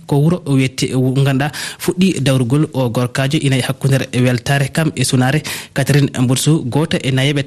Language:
Fula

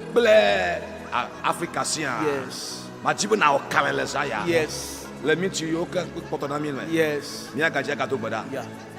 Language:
Ewe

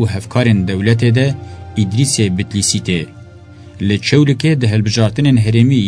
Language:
Kurdish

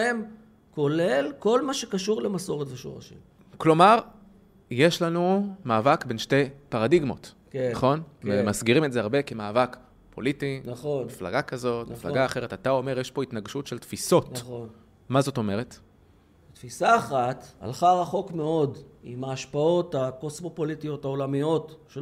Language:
Hebrew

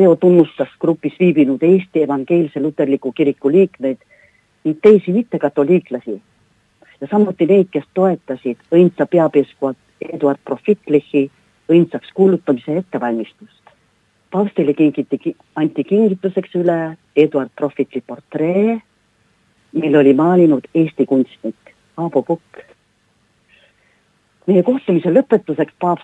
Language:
Estonian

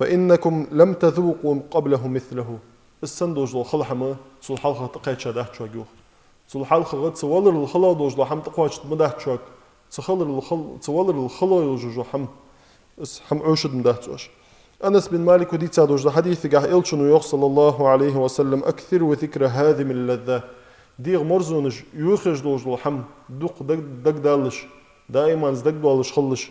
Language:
Ingush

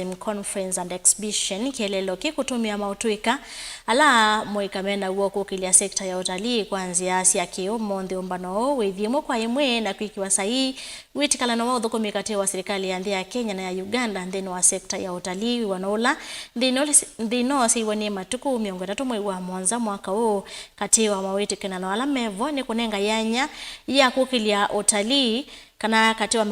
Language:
Kamba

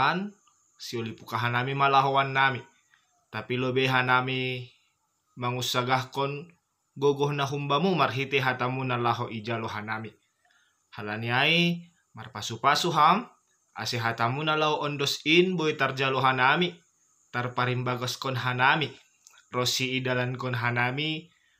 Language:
Batak Simalungun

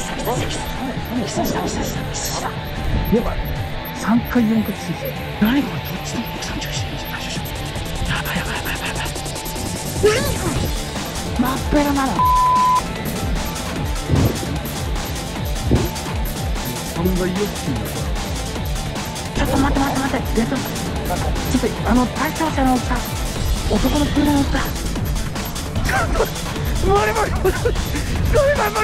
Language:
Japanese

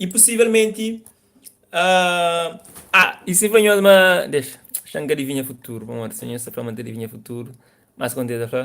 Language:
Kabuverdianu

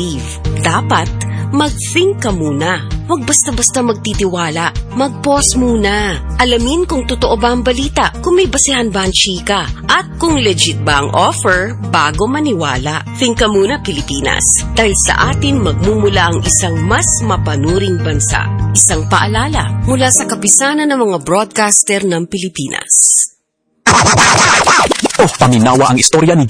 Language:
Filipino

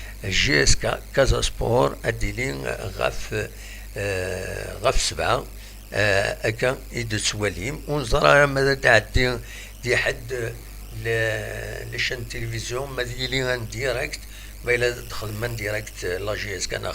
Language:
Kabyle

